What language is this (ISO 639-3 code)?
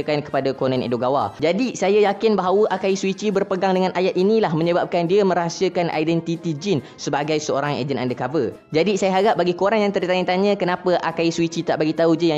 msa